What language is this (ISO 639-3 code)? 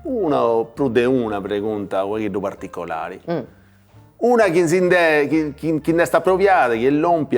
srd